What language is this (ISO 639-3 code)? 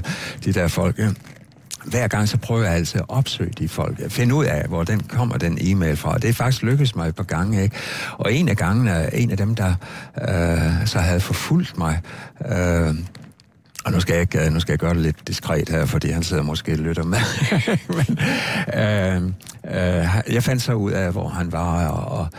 dan